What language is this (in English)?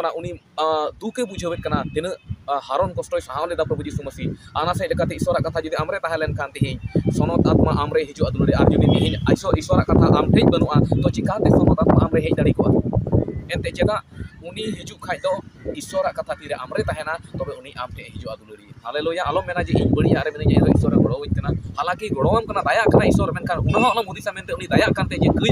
Santali